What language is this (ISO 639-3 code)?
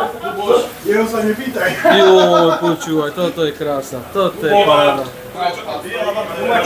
slk